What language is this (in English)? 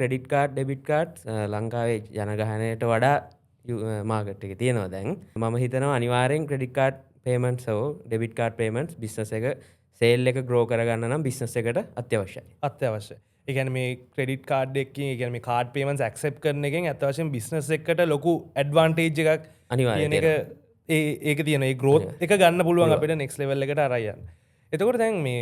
Sinhala